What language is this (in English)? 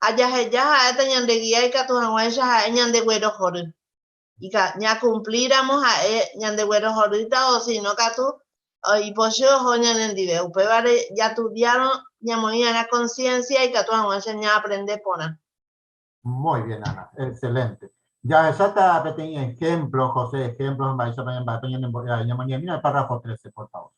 Guarani